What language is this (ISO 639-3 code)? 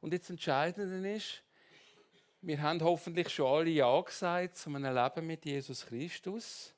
gsw